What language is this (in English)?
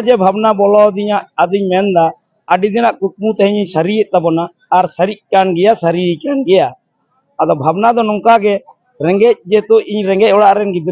Santali